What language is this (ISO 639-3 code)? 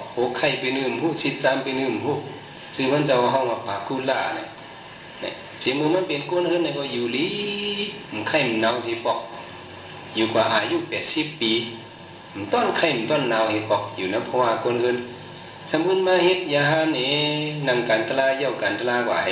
shn